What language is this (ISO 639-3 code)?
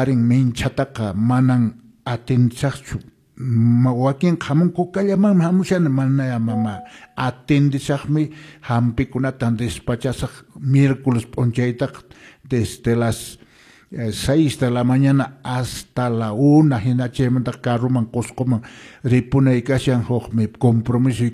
que